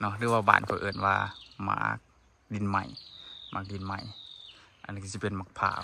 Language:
Lao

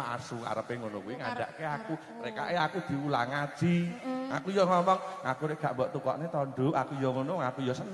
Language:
Javanese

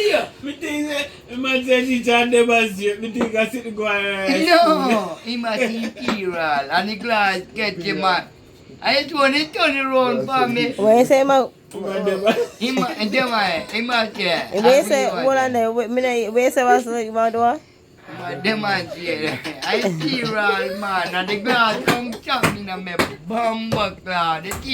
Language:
Jamaican Creole English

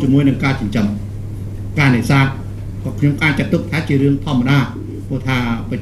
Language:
Khmer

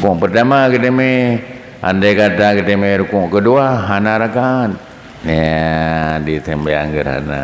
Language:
Achinese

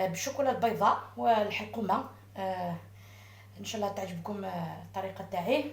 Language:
Algerian Arabic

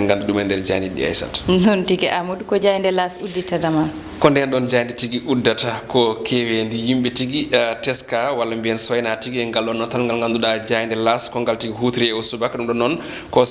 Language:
Fula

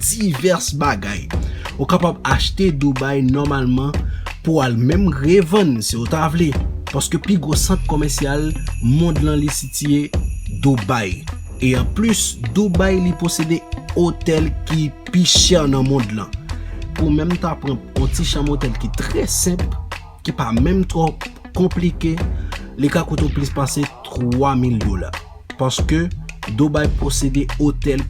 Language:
Haitian Creole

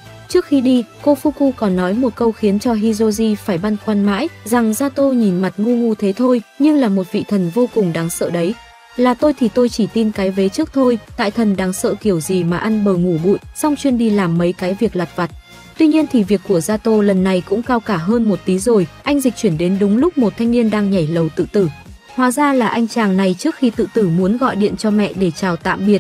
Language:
Vietnamese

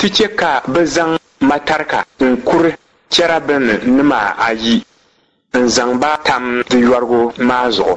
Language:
Dagbani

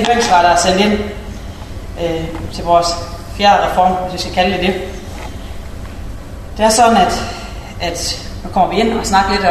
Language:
Danish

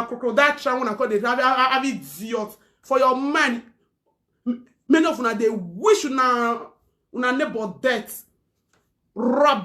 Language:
Nigerian Pidgin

